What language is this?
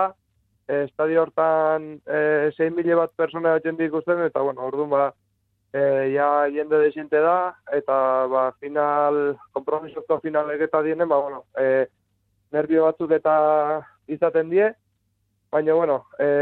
Basque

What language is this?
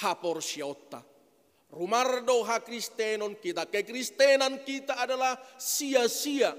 Batak Toba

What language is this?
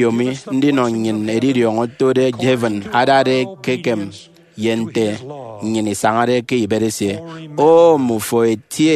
Efik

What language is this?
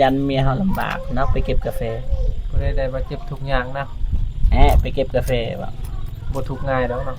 Northeastern Thai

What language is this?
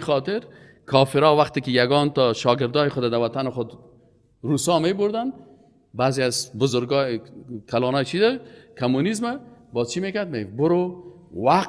Persian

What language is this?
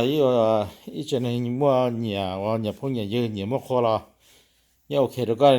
Hmong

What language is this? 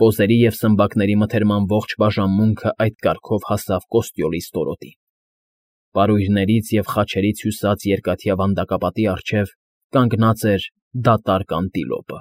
Armenian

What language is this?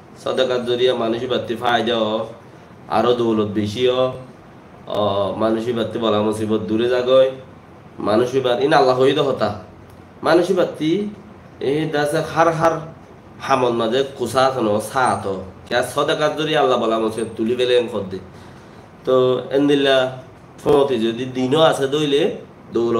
Rohingya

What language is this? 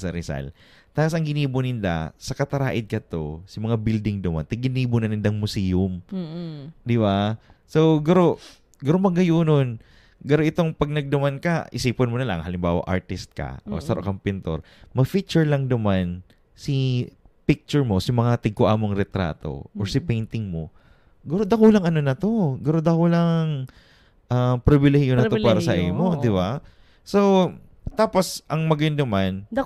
Bikol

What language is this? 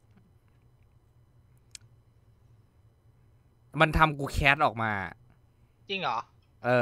Thai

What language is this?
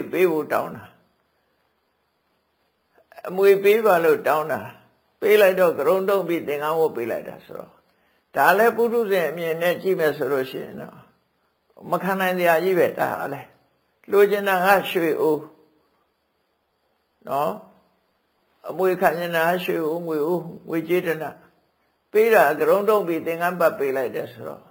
Burmese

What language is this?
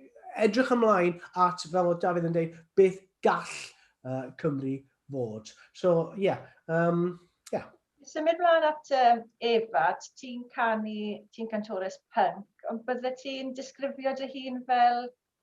Welsh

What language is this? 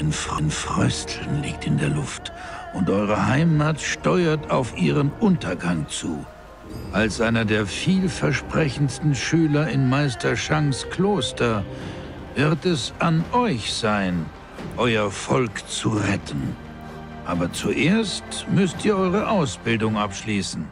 Swiss German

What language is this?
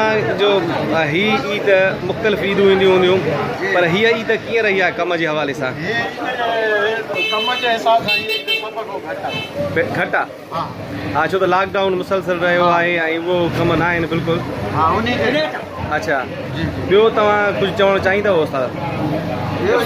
Sindhi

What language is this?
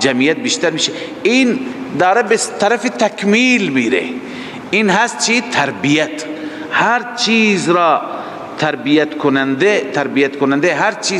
Persian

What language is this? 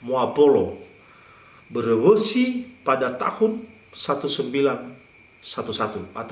Nias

